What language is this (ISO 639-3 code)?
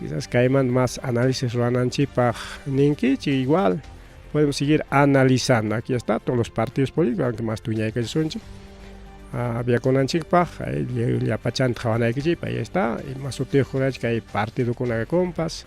quy